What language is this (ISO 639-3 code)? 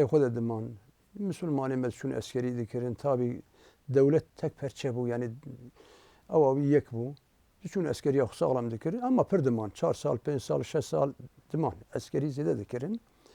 kur